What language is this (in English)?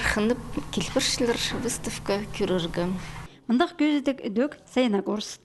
Khakas